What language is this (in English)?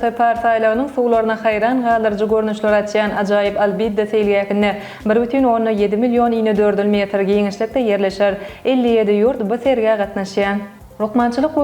Turkmen